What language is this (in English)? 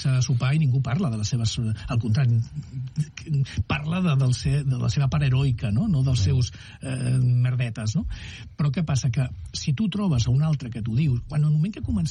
Catalan